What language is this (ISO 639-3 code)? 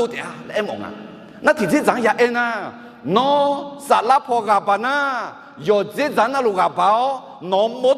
ahk